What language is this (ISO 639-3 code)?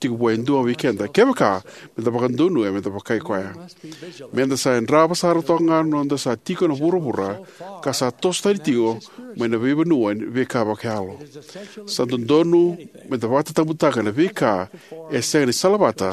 fij